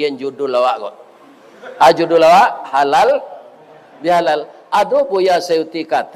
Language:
Minangkabau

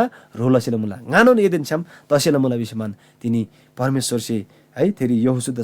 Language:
Eastern Tamang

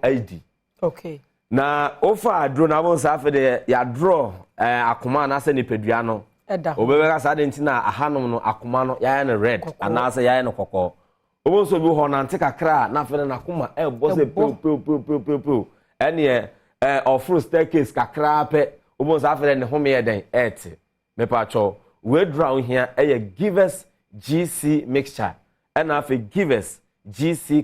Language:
Akan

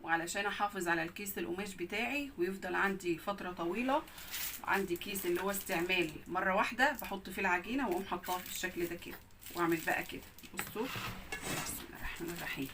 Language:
Egyptian Arabic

